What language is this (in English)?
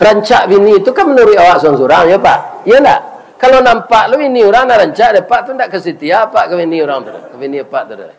Minangkabau